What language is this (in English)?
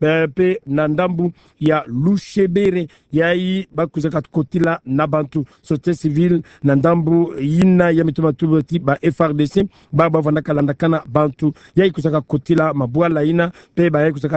Kituba (Democratic Republic of Congo)